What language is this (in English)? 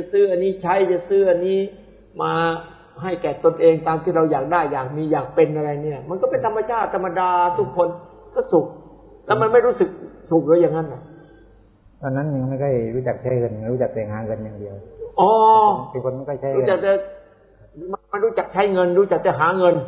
Thai